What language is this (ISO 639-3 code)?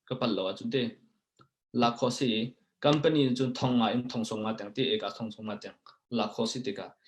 cnh